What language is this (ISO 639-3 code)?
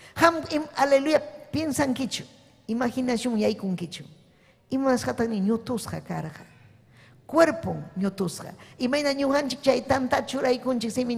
quy